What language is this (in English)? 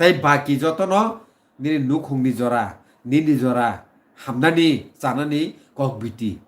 Kok Borok